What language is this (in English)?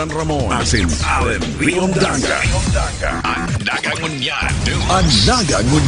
Bikol